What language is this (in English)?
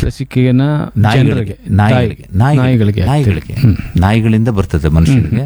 Kannada